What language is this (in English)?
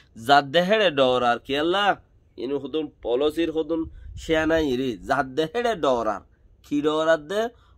Rohingya